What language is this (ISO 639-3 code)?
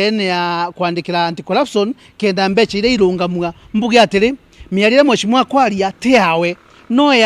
mer